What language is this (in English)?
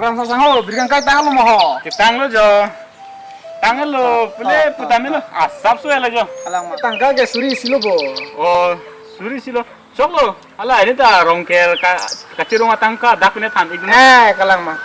Karbi